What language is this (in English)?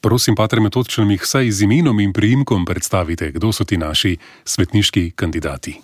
Slovenian